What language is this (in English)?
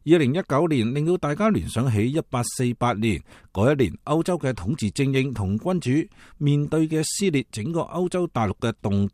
Cantonese